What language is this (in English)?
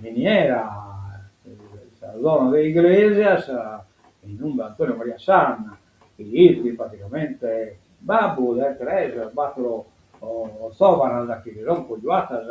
Sardinian